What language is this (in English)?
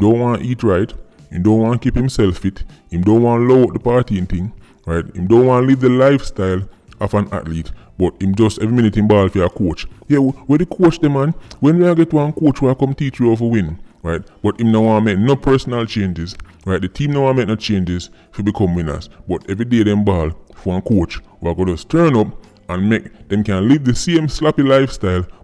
Jamaican Creole English